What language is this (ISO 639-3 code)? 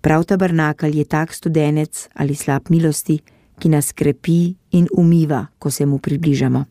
slv